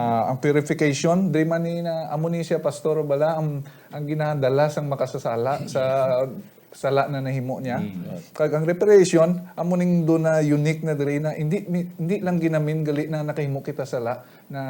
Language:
Hiligaynon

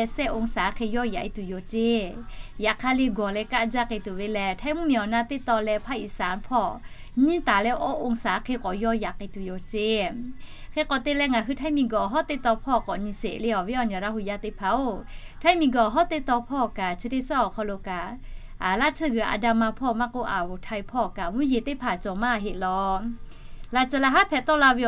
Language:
Lahu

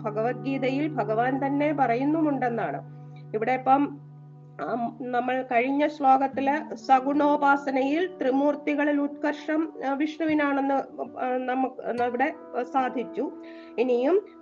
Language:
Malayalam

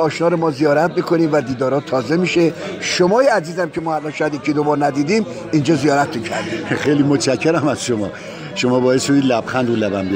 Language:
Persian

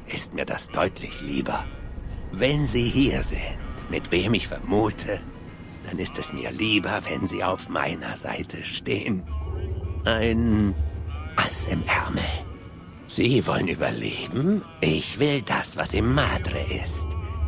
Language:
Bavarian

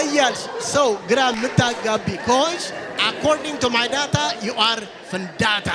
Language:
Amharic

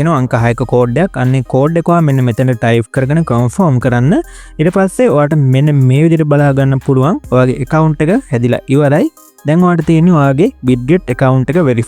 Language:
Sinhala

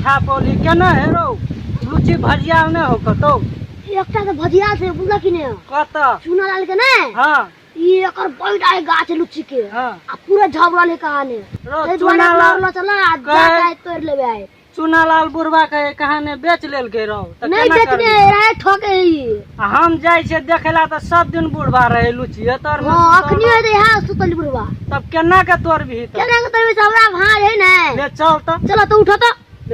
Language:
Maithili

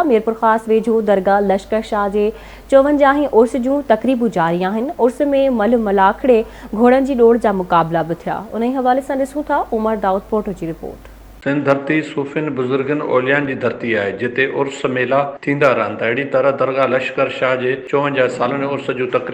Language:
Sindhi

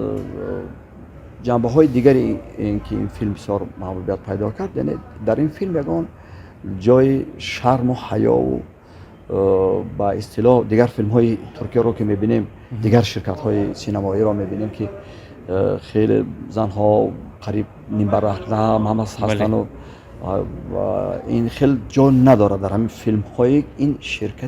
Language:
Tajik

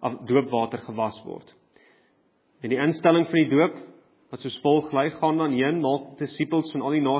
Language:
Afrikaans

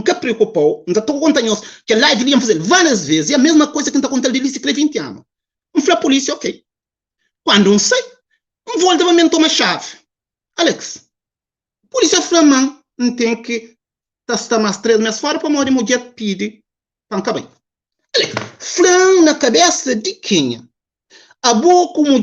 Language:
Kabuverdianu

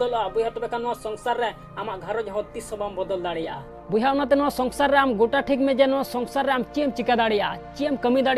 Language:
Santali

